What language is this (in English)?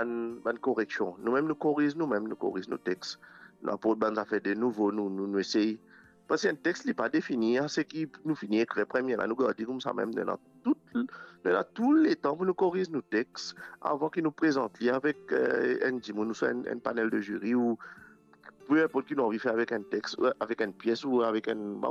Morisyen